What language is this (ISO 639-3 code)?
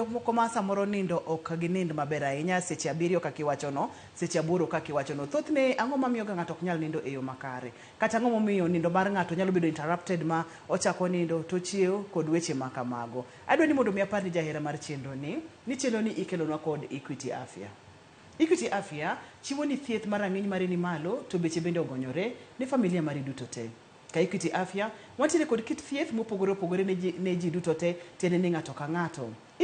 luo